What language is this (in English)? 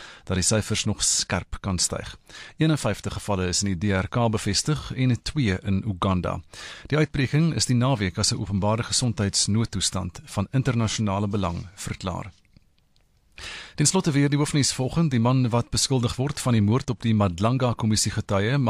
Afrikaans